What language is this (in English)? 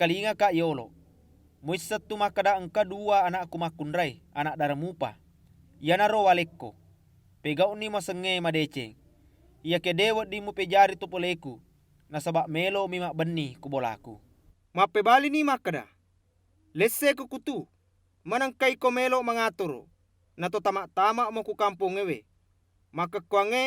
Buginese